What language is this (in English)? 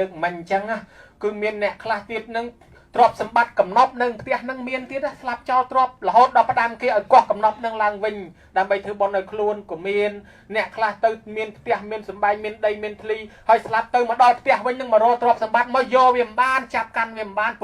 Khmer